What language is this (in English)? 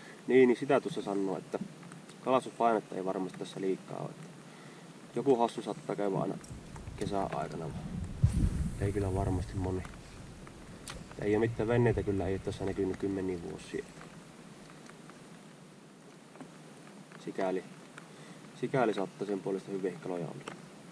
Finnish